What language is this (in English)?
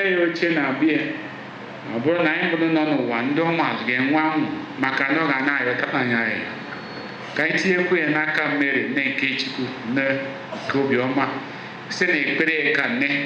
Igbo